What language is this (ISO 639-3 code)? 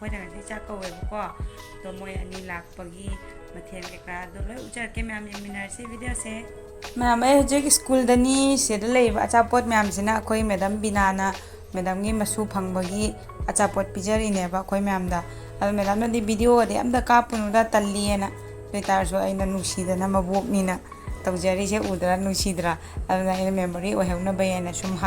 mni